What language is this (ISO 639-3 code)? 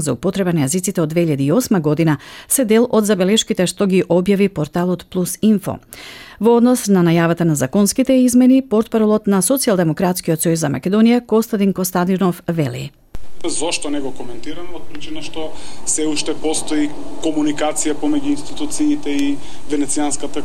mkd